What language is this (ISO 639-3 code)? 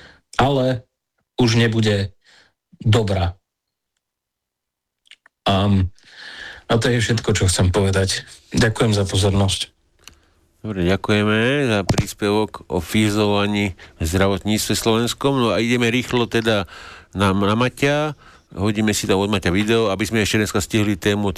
slk